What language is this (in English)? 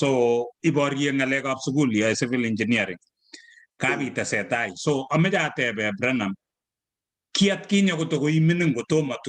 Kalenjin